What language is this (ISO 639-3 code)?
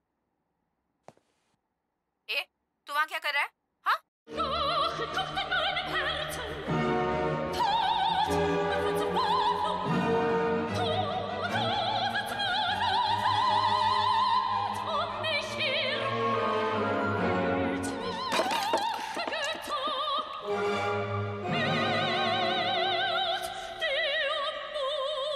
hin